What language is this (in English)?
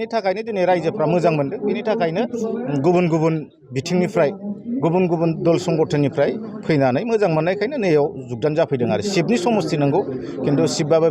Bodo